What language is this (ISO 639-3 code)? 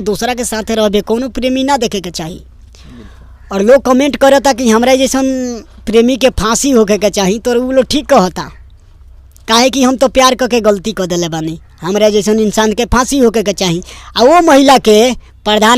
bho